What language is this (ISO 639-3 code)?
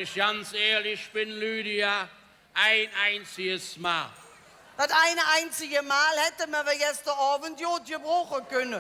ksh